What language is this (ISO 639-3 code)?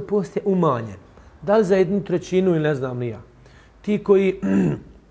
bos